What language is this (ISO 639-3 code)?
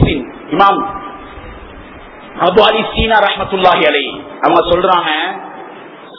tam